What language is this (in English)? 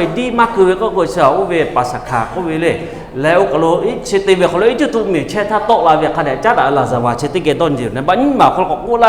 Lahu